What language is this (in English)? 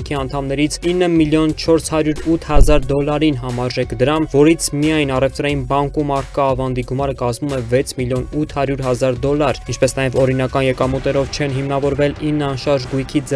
Armenian